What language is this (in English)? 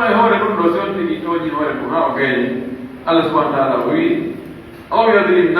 Pular